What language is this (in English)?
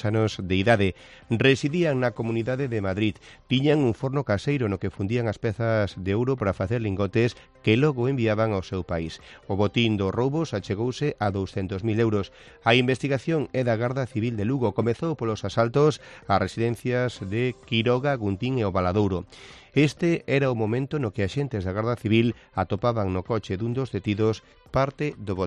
Galician